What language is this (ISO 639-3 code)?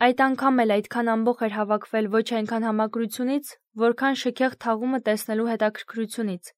hye